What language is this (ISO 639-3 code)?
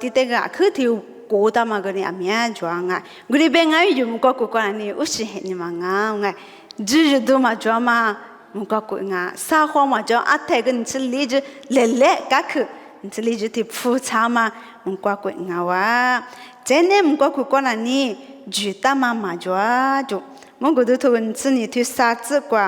lis